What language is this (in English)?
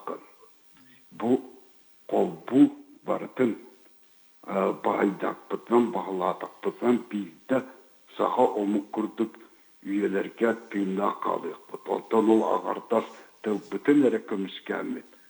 Yakut